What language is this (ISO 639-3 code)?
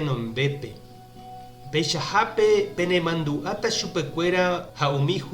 grn